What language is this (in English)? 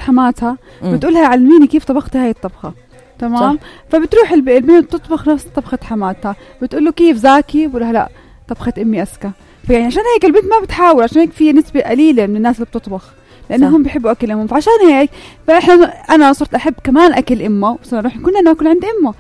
North Levantine Arabic